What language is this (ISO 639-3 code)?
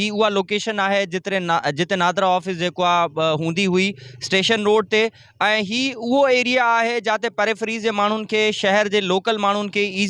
snd